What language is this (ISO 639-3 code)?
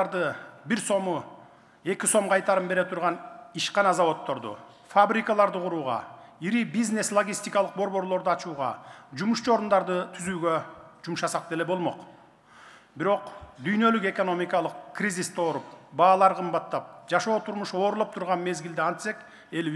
kir